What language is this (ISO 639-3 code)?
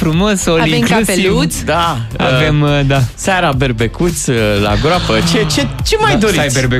ron